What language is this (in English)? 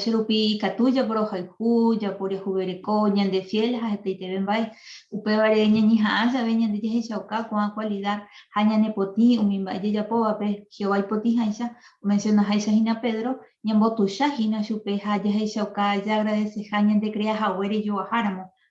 Guarani